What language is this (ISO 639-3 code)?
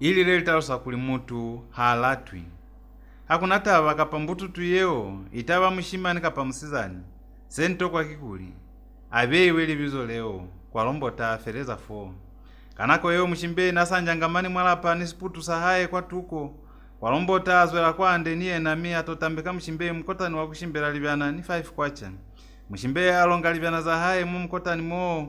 loz